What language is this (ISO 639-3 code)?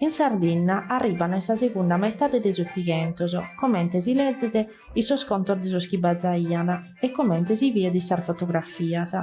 srd